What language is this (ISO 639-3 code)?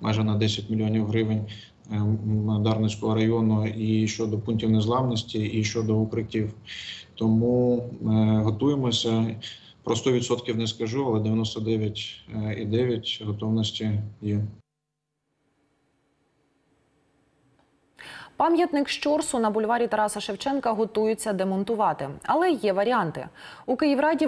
ukr